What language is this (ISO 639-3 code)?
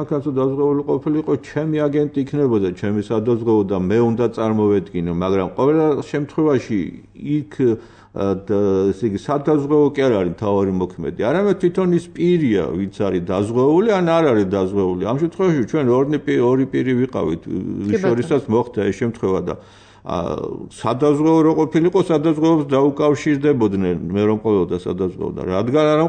kat